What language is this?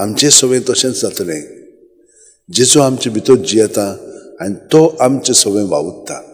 Konkani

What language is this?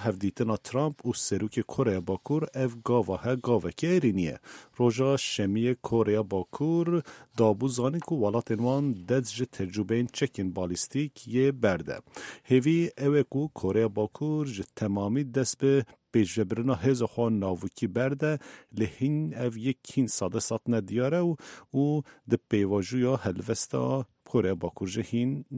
Kurdish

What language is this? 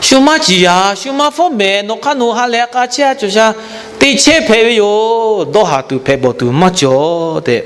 Lahu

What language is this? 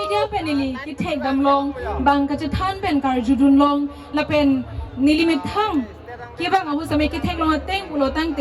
Karbi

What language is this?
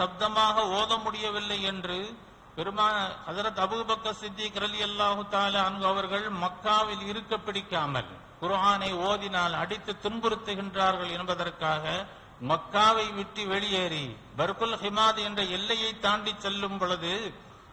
Tamil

